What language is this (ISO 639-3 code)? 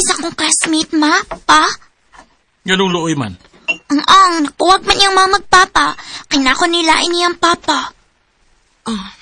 ceb